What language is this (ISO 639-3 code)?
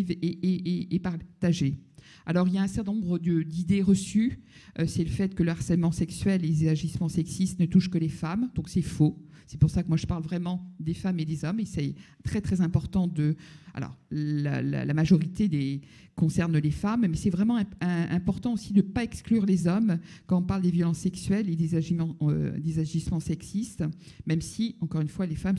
fra